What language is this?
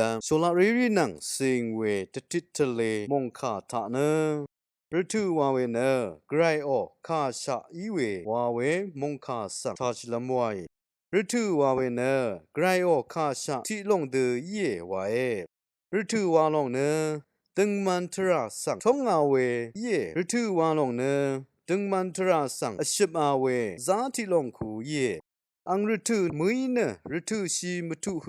Rawang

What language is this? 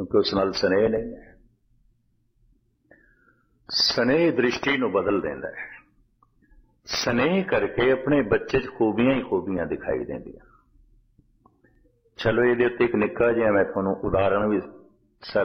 Punjabi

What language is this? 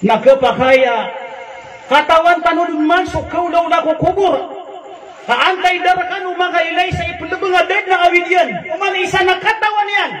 Maranao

